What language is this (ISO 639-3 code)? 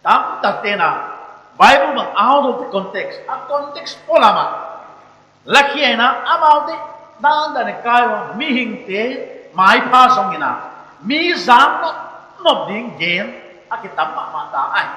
pck